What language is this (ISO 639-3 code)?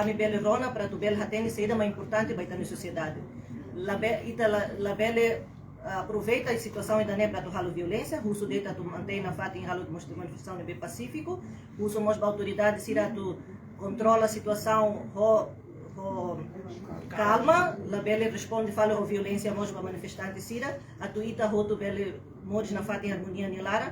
tet